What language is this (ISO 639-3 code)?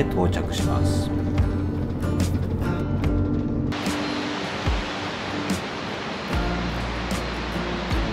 jpn